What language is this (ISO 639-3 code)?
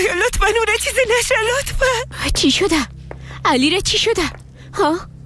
fas